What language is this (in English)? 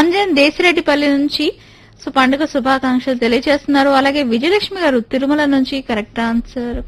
Telugu